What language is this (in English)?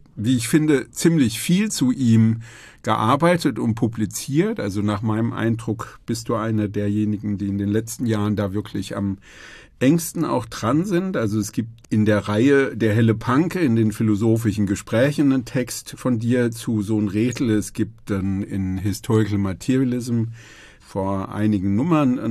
German